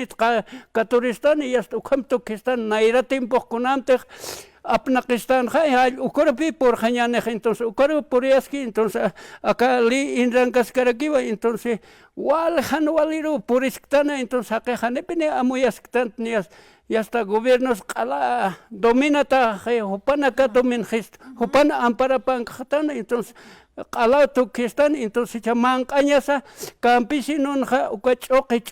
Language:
Aymara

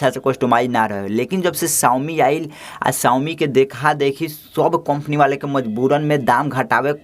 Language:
Bhojpuri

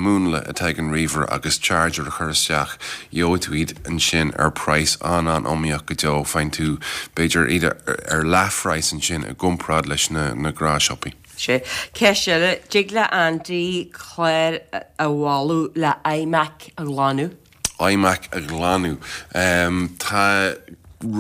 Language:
Irish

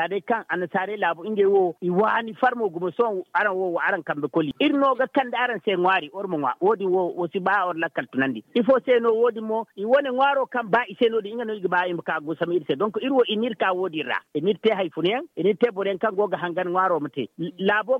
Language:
Zarma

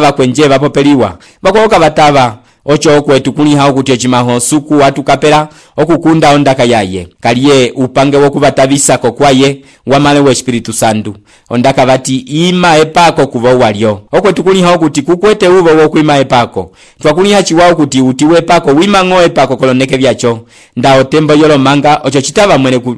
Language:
Umbundu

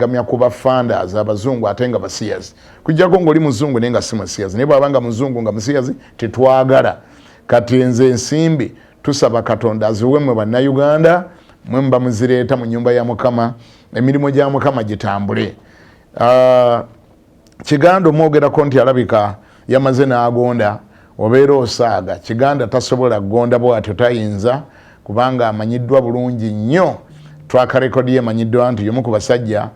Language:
Ganda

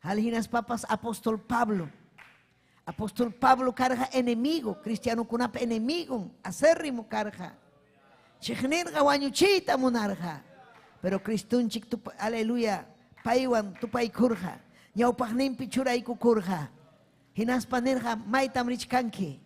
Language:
Ayacucho Quechua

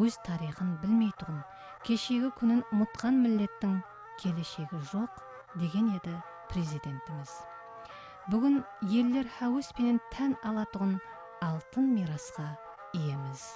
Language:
Kara-Kalpak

